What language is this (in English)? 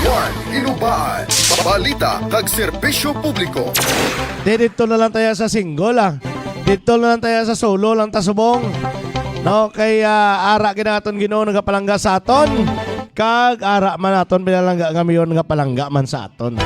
Hiligaynon